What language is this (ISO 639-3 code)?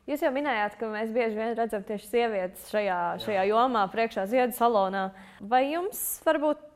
lav